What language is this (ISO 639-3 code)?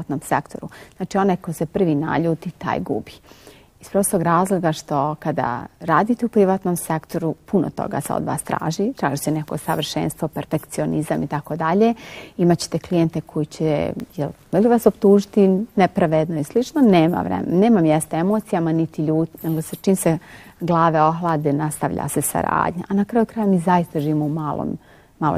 bos